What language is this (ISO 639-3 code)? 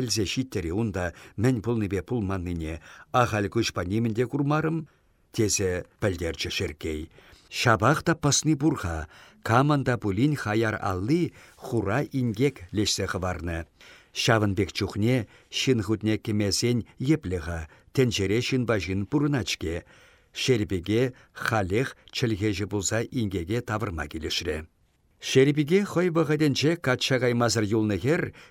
chv